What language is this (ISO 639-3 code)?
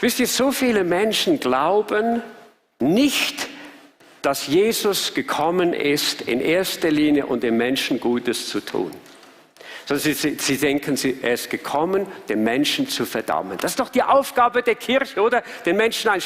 gsw